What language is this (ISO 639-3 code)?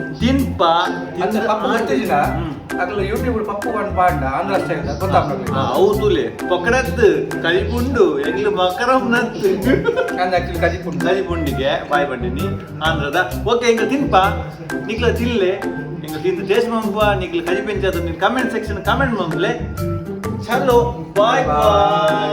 tcy